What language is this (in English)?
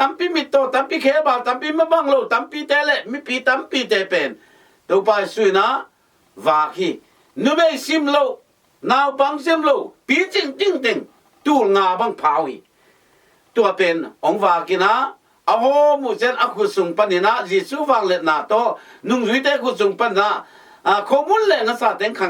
Tedim Chin